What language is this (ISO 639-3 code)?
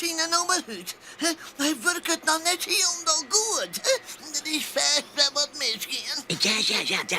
fry